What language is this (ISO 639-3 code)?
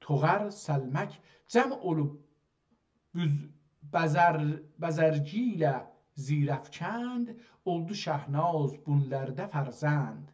azb